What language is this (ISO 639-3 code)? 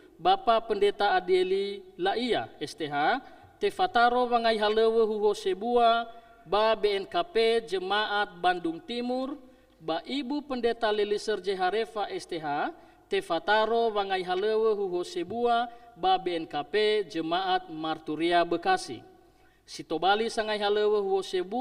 nia